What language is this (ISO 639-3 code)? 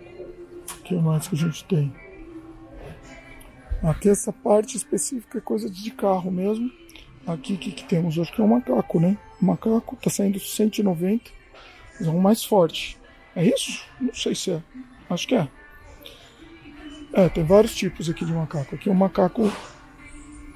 por